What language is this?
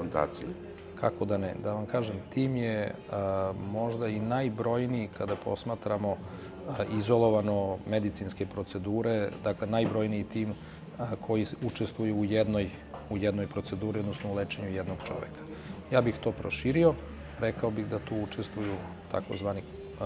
Serbian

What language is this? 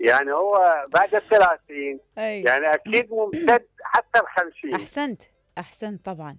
Mesopotamian Arabic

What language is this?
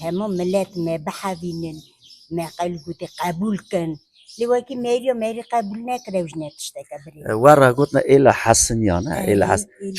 Kurdish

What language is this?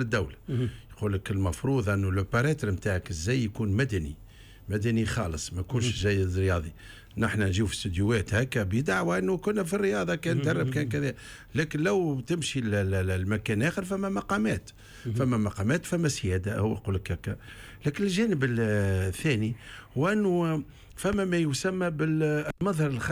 Tunisian Arabic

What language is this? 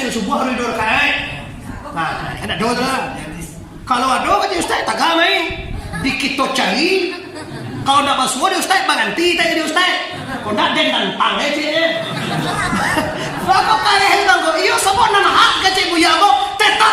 Minangkabau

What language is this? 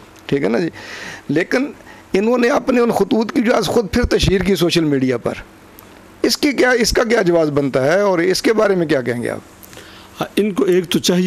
Urdu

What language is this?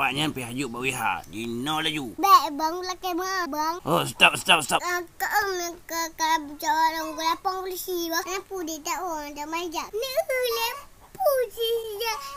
Achinese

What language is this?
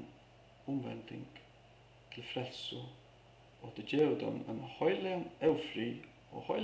Faroese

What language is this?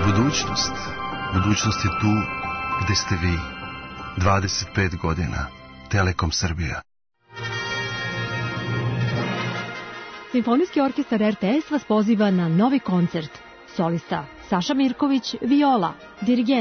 Serbian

